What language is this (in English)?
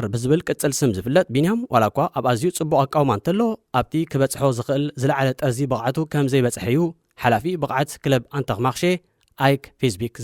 Tigrinya